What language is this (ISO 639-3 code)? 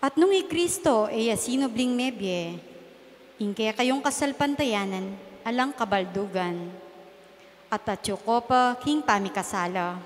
pam